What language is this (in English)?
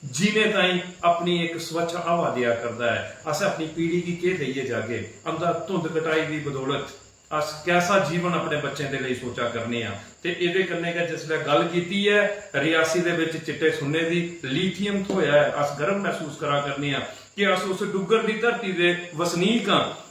Dogri